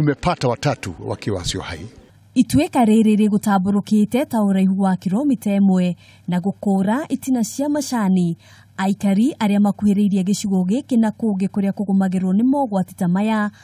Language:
Kikuyu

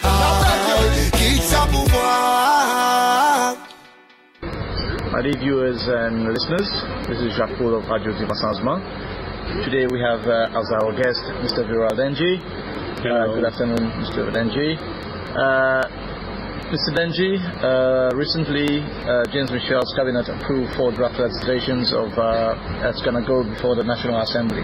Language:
Seselwa Creole French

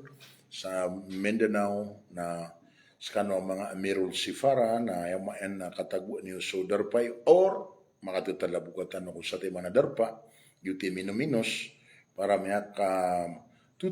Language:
Maranao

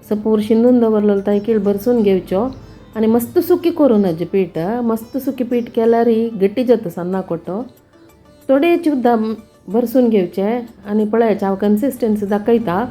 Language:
Konkani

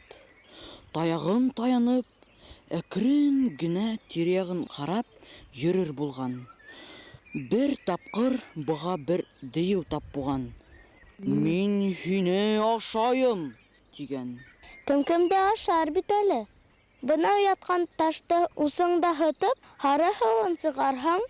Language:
Bashkir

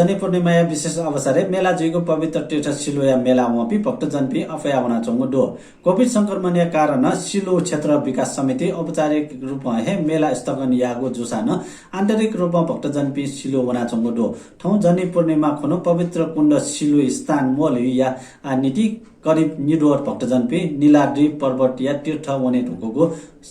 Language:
Newari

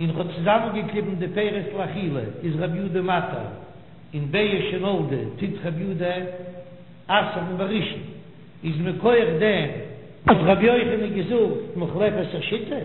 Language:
Yiddish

